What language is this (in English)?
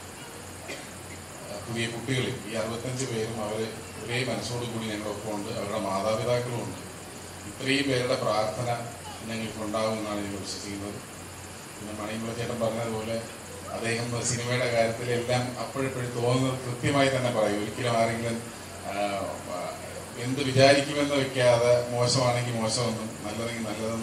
Malayalam